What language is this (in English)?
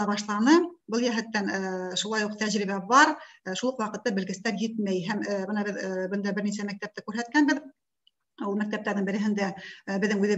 Bashkir